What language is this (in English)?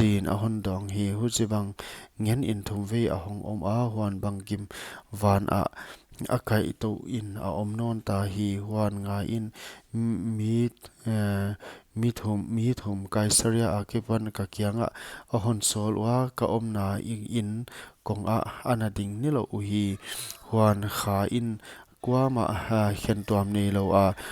Paite Chin